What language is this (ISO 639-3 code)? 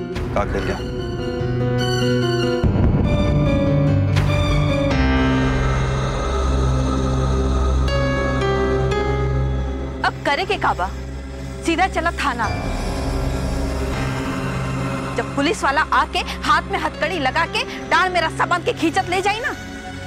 bho